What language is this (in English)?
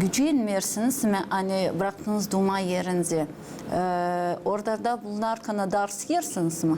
Gagauz